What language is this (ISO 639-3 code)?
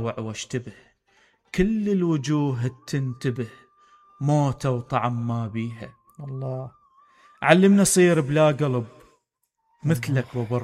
acm